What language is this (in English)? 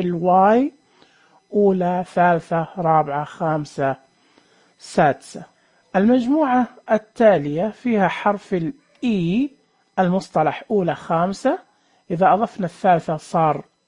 Najdi Arabic